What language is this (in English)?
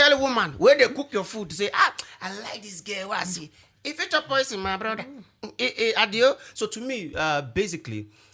Nigerian Pidgin